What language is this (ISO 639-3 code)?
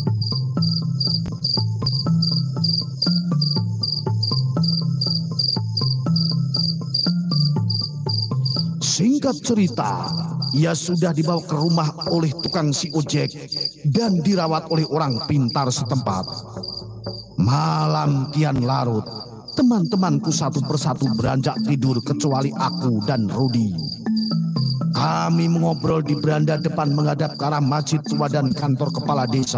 ind